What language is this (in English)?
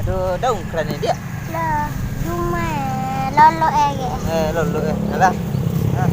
Minangkabau